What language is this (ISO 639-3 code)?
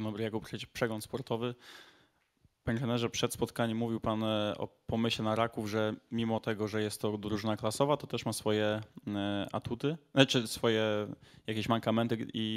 pol